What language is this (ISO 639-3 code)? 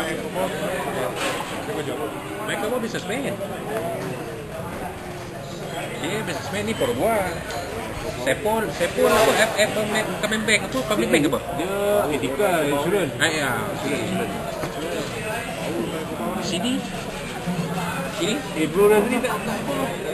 msa